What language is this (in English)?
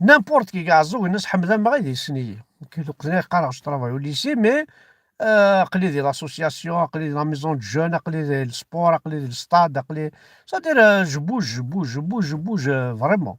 Kabyle